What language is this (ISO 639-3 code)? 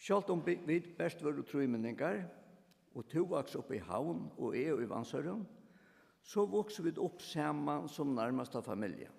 fao